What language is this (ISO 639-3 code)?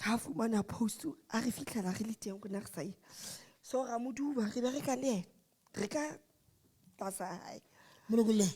sot